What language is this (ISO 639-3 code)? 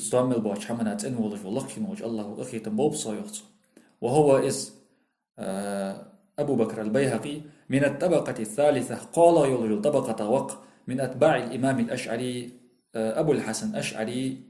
inh